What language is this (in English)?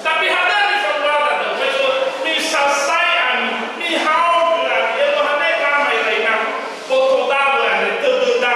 Nias